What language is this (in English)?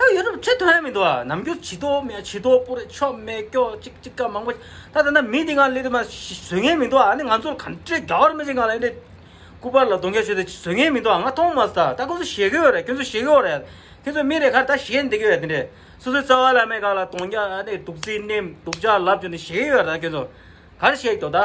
Tibetan